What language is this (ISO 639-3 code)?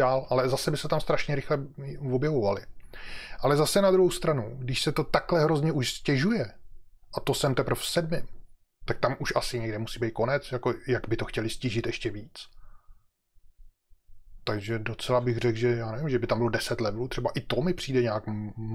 ces